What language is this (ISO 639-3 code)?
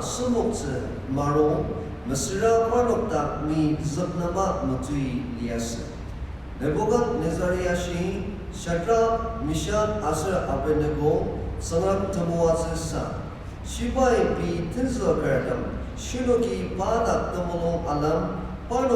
njo